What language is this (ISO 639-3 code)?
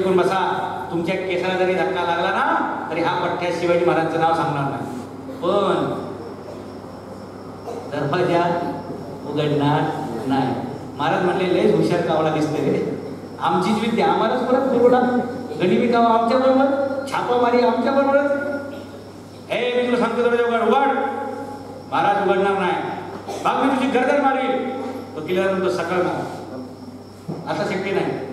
mar